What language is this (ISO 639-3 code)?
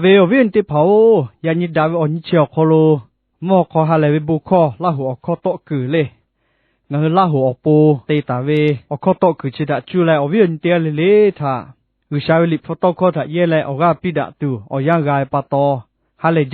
lhu